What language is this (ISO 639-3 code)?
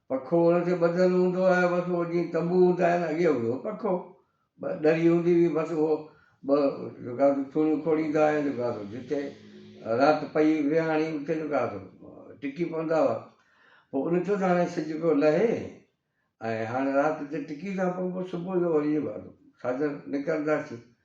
snd